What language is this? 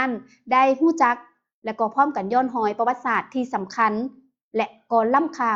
Lao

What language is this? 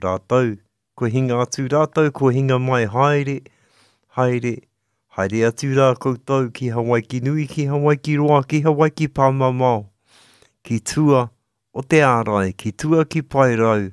Māori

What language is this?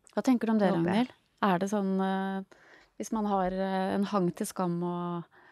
Norwegian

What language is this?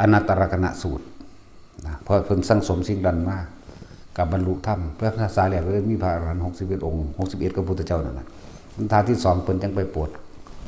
Lao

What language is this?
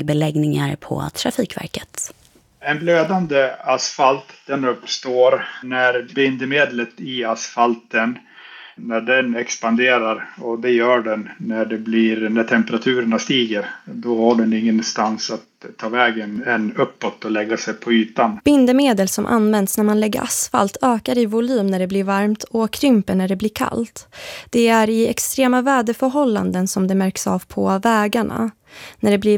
Swedish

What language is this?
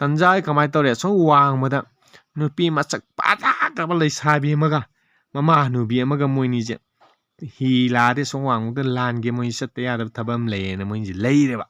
Manipuri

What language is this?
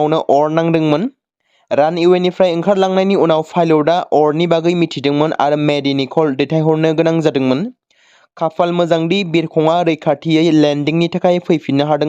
Bodo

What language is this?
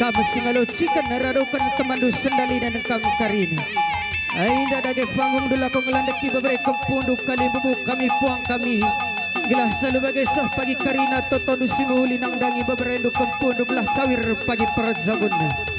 Batak Karo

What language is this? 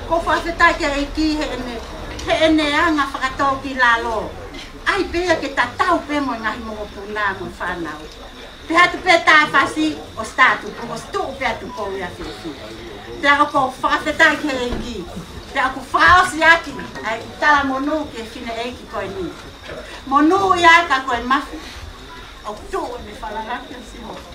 Tongan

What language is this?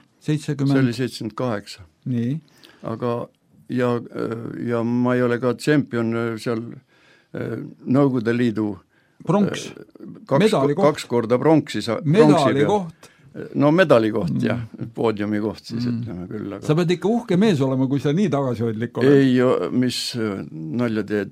Estonian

